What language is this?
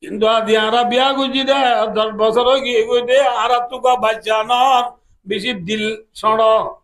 Rohingya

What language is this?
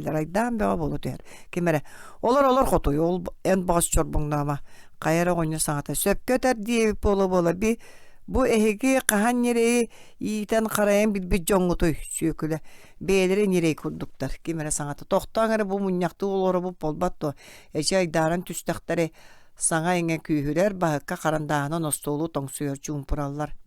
Yakut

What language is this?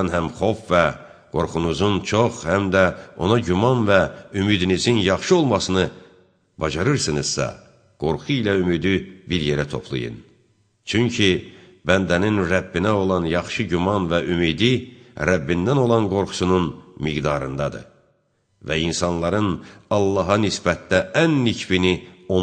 Azerbaijani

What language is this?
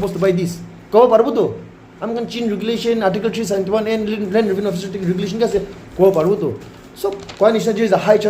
Naga Pidgin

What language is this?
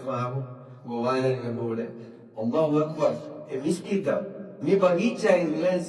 Divehi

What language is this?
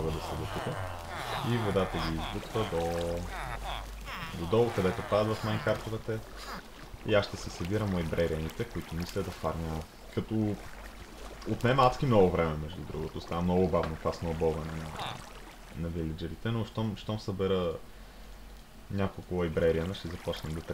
Bulgarian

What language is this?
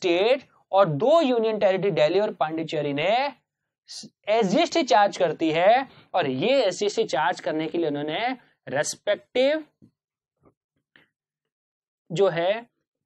Hindi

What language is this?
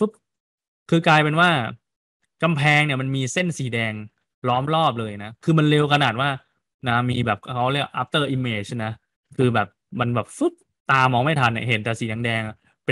Thai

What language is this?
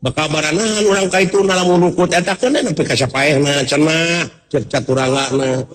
Sundanese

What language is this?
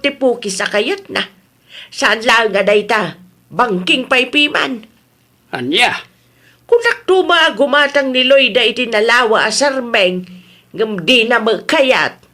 Iloko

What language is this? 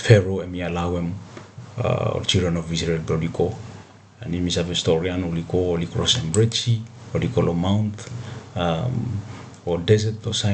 Bislama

